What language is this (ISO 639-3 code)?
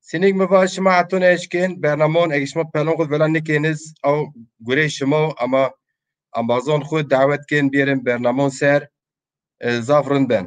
zza